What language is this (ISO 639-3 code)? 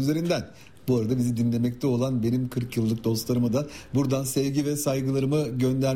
tur